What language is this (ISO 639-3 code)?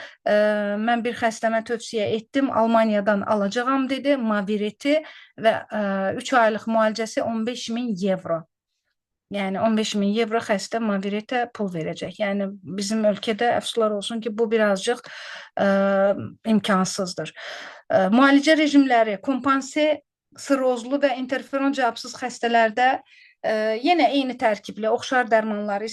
aze